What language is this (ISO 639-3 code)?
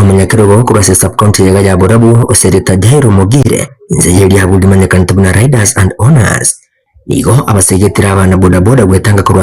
guz